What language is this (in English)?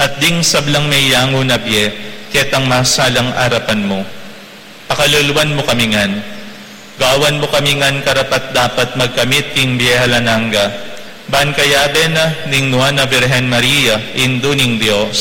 Pampanga